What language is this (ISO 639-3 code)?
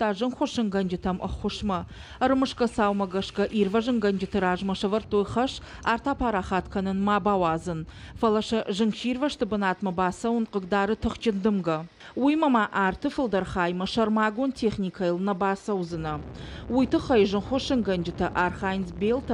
oss